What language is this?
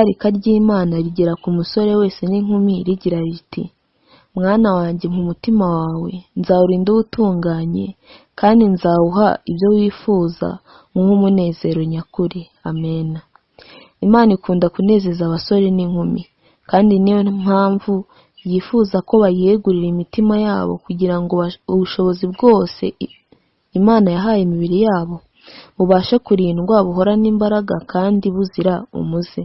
Kinyarwanda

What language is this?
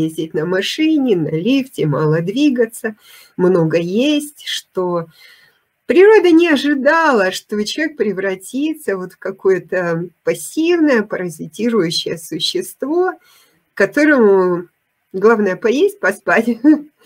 Russian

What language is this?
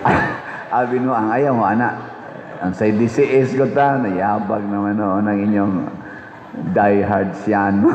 Cebuano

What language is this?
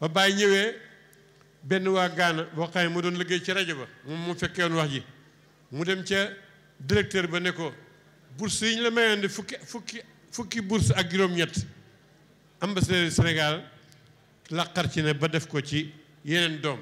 Wolof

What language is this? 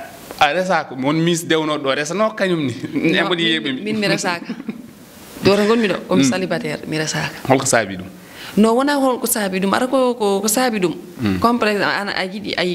Fula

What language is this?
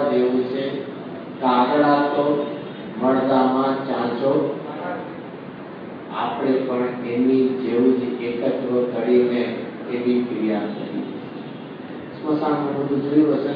Gujarati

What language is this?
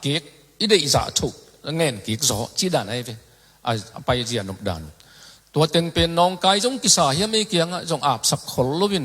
Tedim Chin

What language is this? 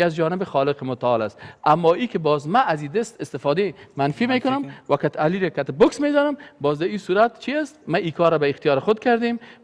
Persian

